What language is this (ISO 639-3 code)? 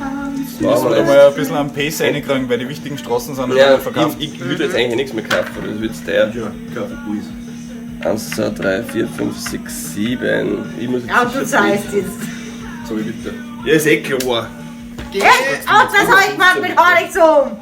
bar